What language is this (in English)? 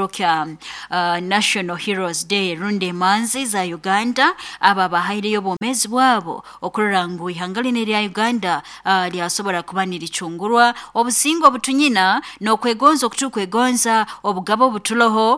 Nyoro